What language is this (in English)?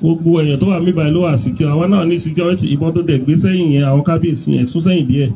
Yoruba